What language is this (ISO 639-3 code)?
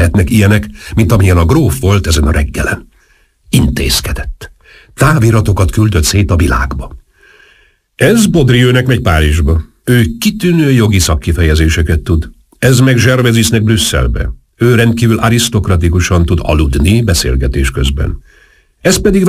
hun